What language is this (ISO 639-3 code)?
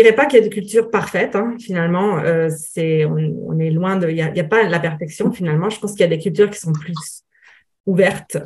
fra